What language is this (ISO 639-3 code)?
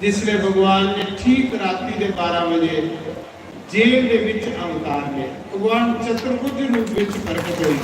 doi